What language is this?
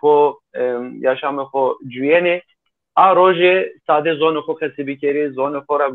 Zaza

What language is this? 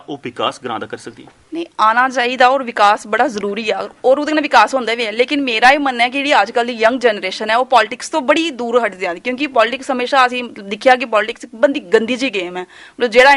Dogri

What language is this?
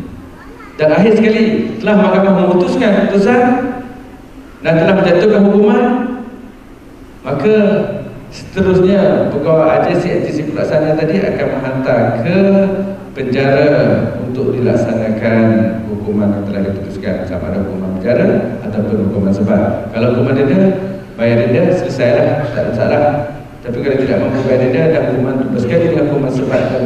Malay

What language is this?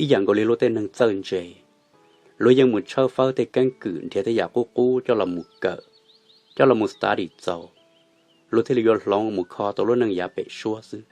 Hmong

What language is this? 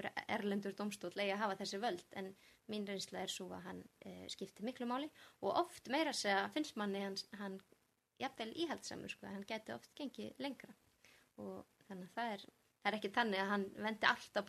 Icelandic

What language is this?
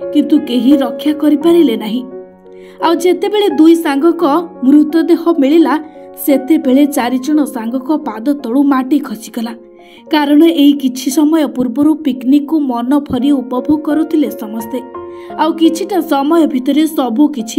Odia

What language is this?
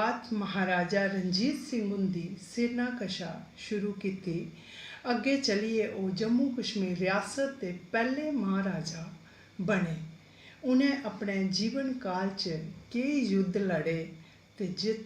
Dogri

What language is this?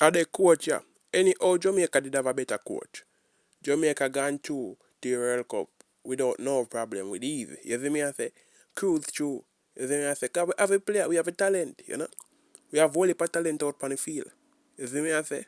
Jamaican Creole English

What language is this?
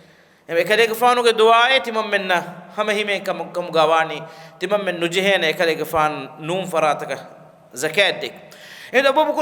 Divehi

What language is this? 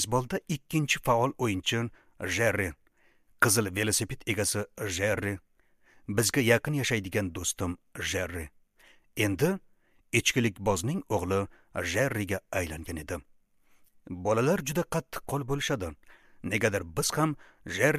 Uzbek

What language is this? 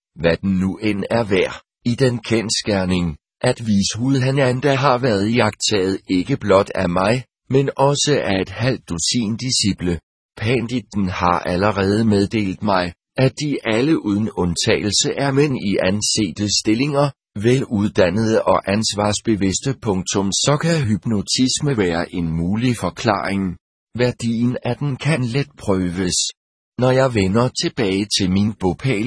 Danish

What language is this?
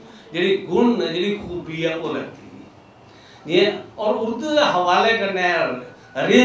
Dogri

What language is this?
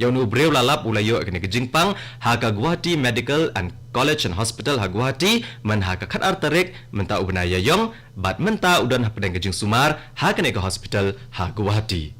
Khasi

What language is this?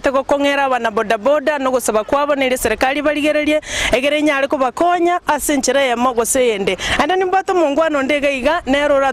Gusii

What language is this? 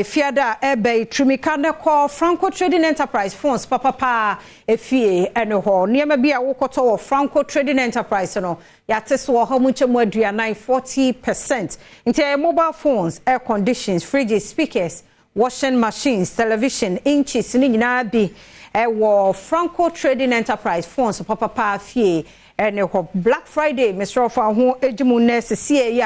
Akan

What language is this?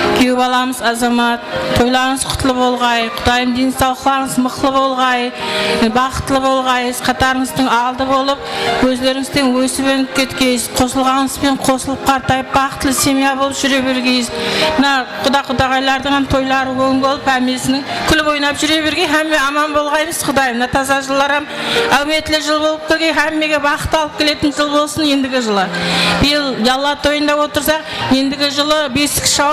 Kara-Kalpak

